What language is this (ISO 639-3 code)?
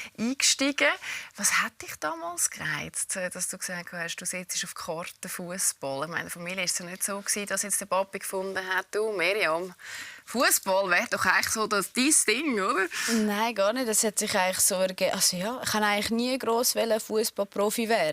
gsw